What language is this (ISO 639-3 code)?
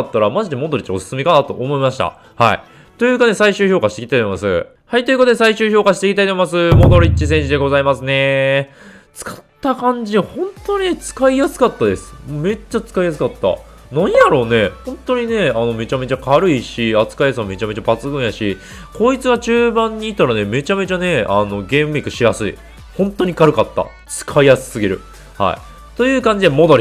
jpn